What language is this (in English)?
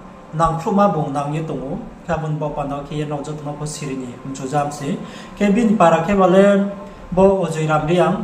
Riang (India)